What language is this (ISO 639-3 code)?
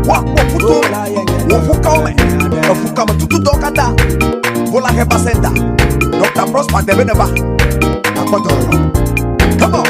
ewe